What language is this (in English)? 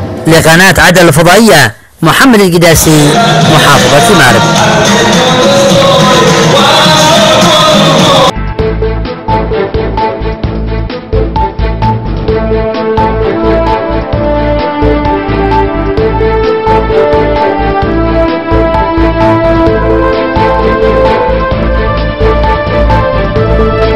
Arabic